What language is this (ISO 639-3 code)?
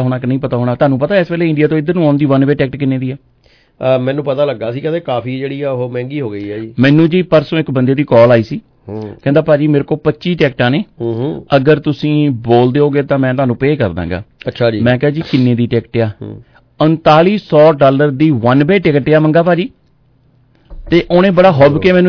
pan